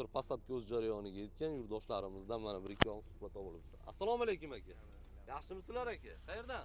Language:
Uzbek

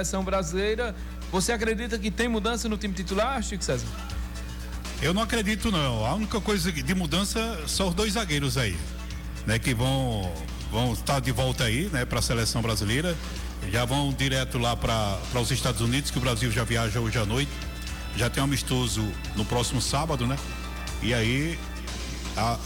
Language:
Portuguese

